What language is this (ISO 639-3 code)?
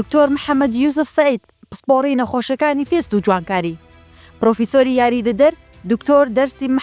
ckb